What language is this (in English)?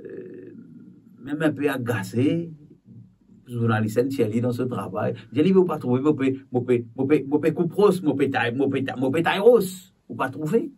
Morisyen